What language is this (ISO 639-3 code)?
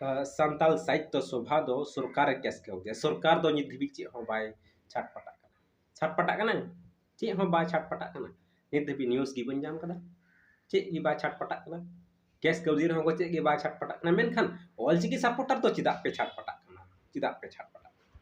sat